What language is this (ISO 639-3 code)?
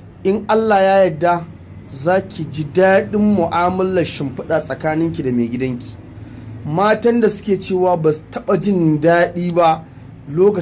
hau